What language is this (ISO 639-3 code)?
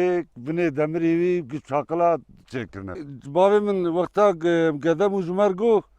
kur